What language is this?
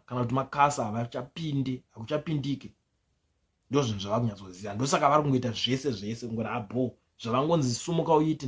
Shona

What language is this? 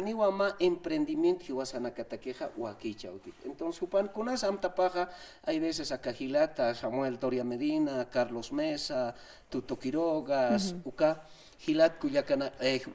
Aymara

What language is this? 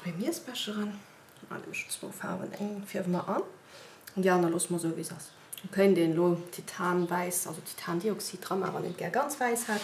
Luxembourgish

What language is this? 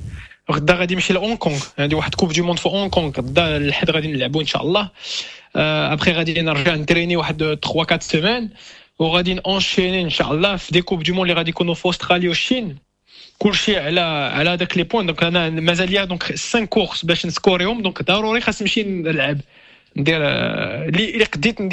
Moroccan Arabic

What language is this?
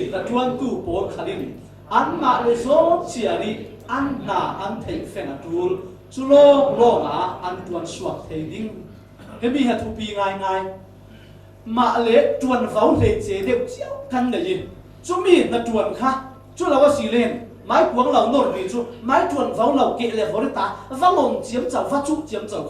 Falam Chin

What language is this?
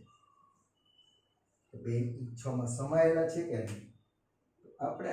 Gujarati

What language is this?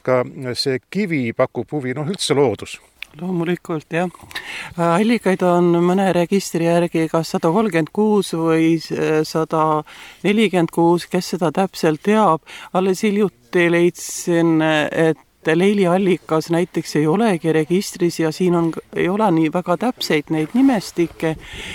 Estonian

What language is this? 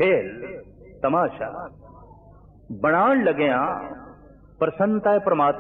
Punjabi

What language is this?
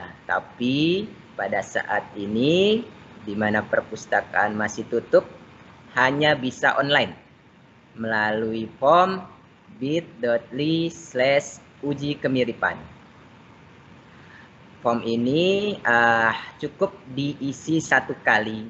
Indonesian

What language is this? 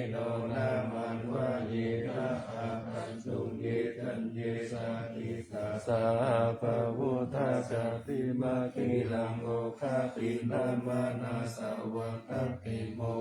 Pali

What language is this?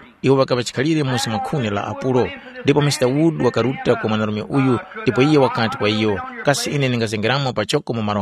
Tumbuka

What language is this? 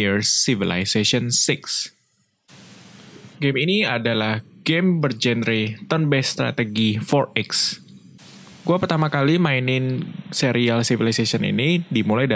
Indonesian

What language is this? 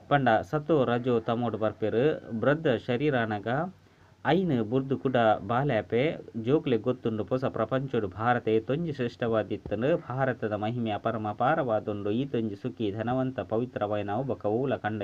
Tulu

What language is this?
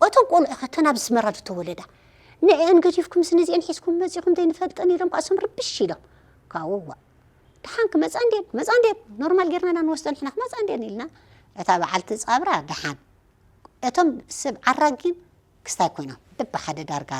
Tigrinya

